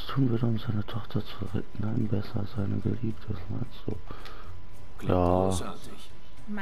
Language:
German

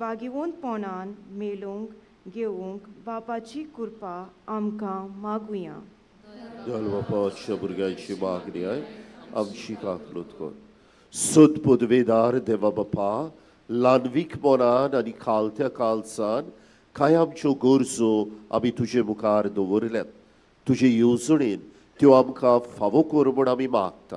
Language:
Konkani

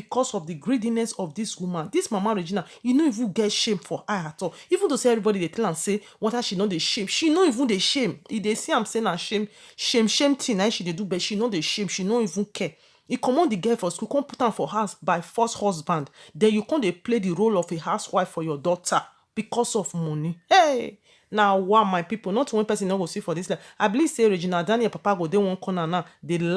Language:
Nigerian Pidgin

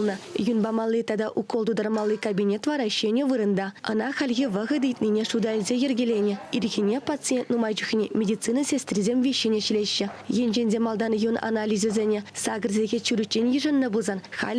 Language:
Chuvash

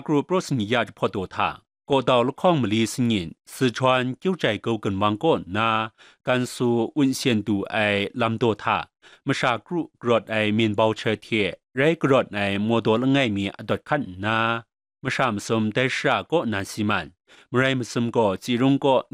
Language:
Kachin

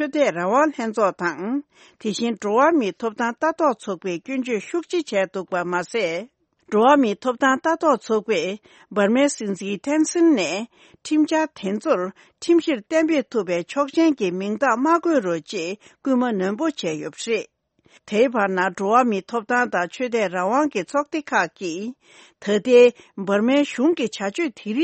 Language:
Tibetan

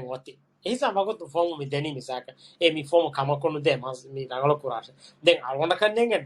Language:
Divehi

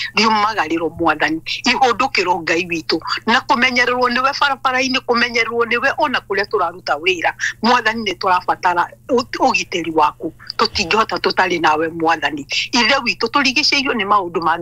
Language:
Kikuyu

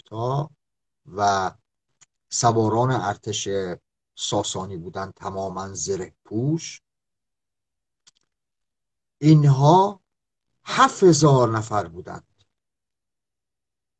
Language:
Persian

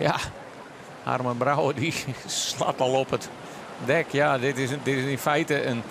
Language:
Western Frisian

